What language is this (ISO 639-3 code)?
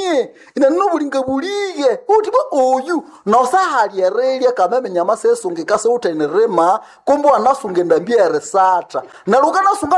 nnb